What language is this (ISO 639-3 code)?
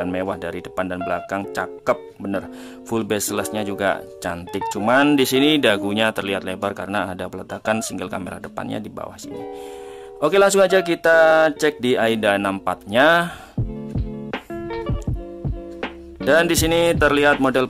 ind